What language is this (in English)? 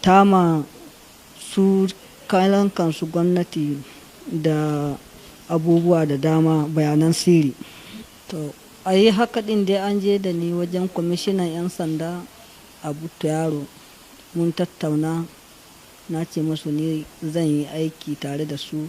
Hausa